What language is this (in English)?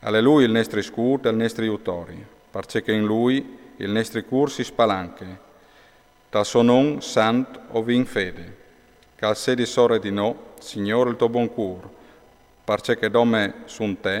Friulian